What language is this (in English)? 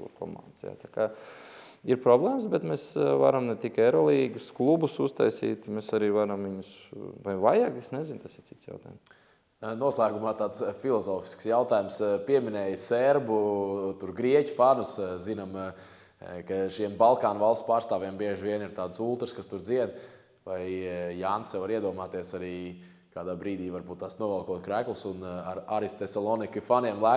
Latvian